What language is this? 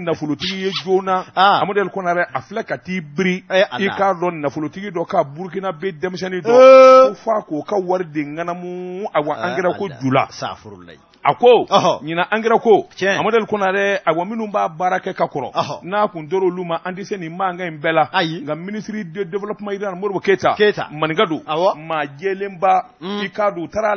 Bambara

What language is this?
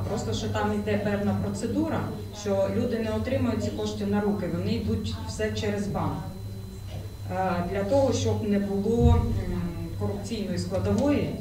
Ukrainian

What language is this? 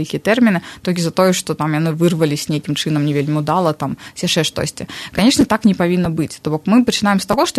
Belarusian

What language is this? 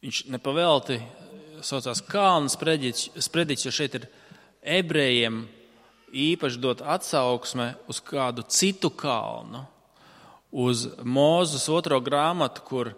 Latvian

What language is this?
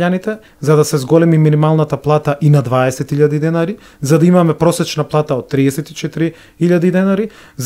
Macedonian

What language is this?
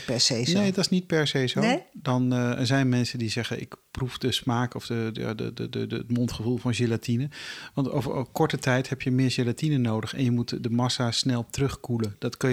Dutch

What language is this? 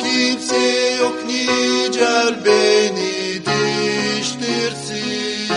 Gagauz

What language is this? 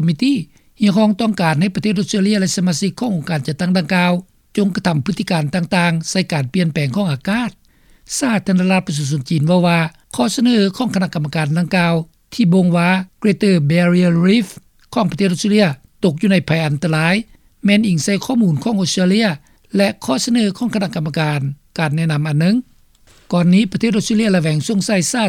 Lao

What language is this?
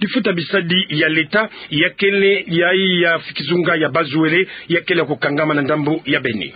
Kituba (Democratic Republic of Congo)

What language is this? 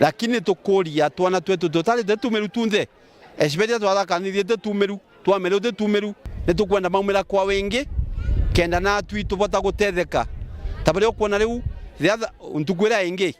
Meru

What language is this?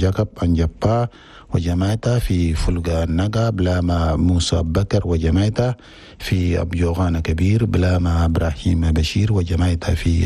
Chadian Arabic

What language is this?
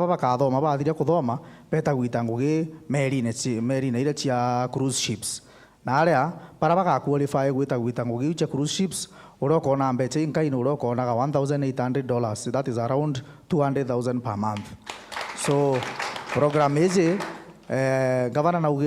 Meru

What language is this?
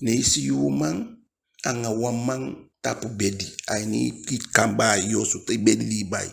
Eastern Maroon Creole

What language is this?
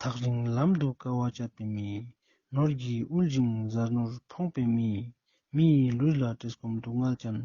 Ladakhi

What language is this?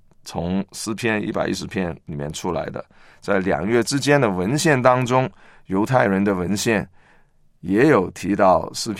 Chinese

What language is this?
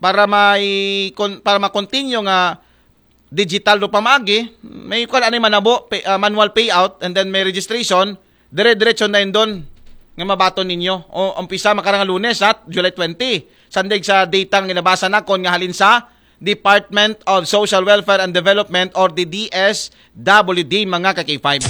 Aklanon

